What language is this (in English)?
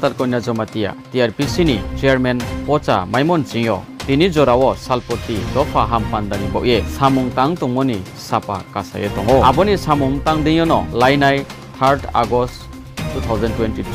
Riang (India)